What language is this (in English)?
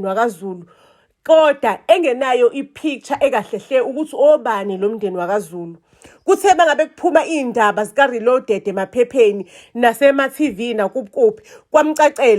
Zulu